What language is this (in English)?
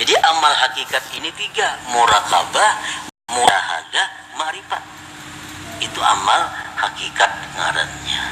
Banjar